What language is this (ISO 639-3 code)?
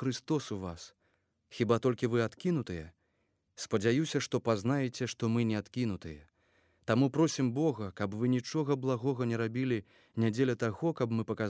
bel